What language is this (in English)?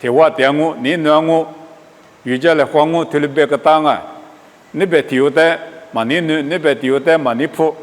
Lisu